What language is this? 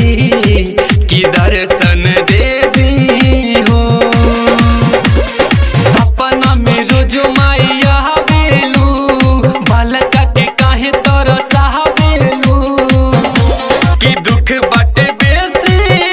Bhojpuri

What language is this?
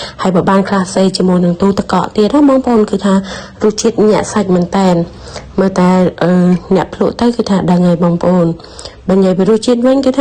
Khmer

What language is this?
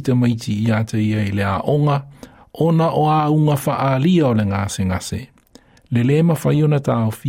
Samoan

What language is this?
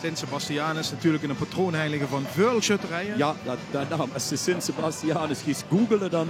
Limburgish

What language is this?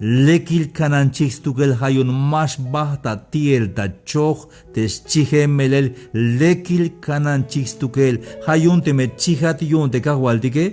Tzeltal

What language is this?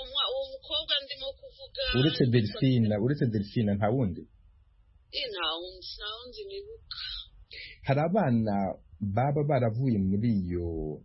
Kinyarwanda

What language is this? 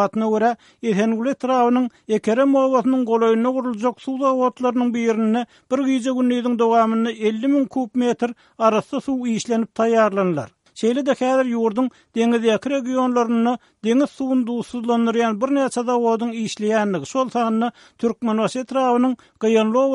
Turkmen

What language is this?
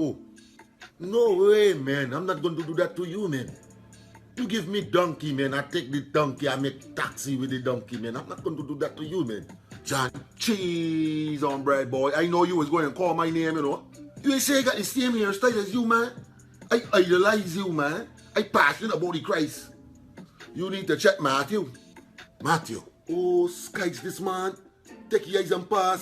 Jamaican Creole English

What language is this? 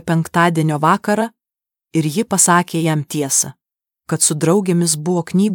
Lithuanian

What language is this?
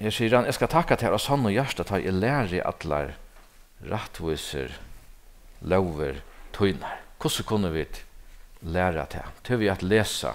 Faroese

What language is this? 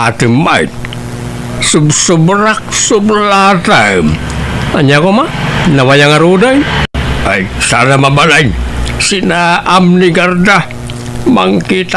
Iloko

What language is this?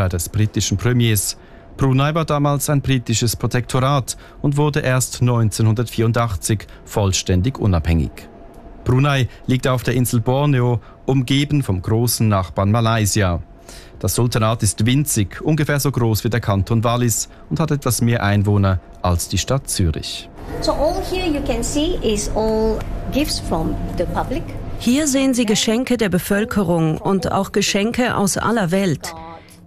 German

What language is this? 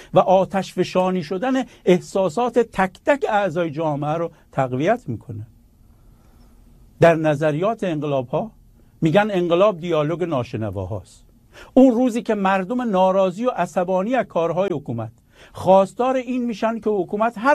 Persian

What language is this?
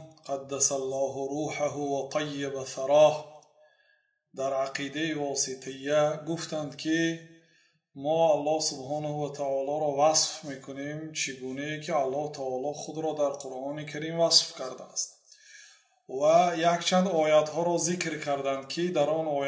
Persian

